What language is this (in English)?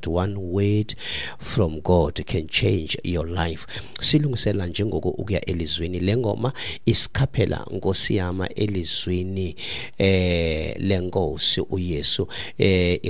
Xhosa